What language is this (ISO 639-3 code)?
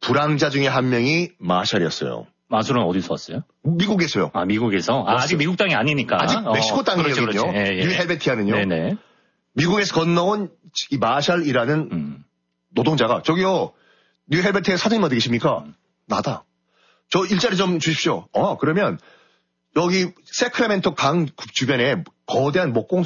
kor